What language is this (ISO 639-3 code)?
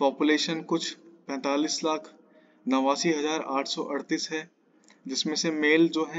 hin